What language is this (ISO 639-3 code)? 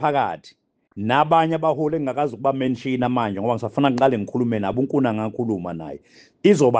zul